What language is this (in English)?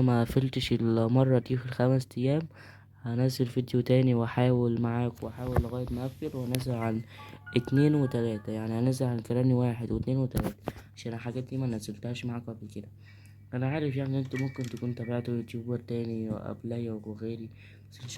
Egyptian Arabic